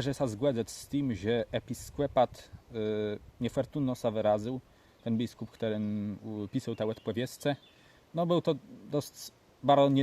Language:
Kashubian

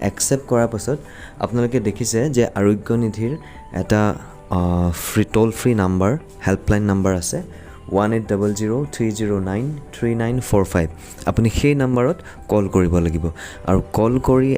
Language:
Assamese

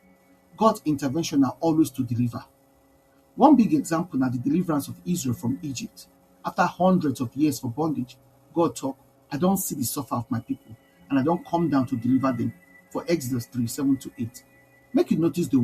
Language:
Nigerian Pidgin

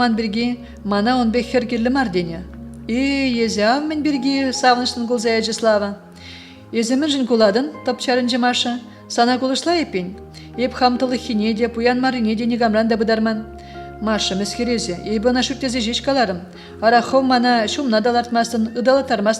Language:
Chuvash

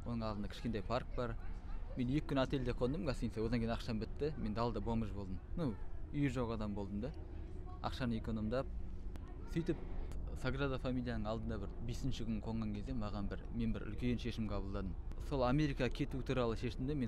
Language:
Kazakh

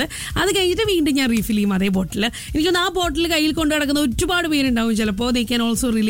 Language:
Malayalam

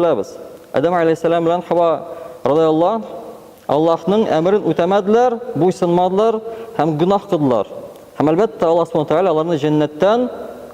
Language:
Tatar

